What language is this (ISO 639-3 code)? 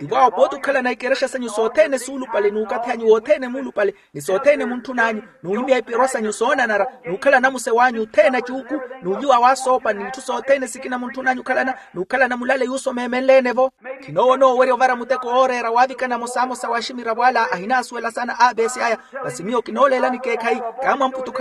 vmw